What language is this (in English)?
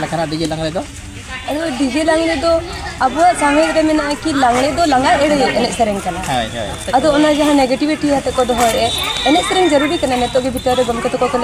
Santali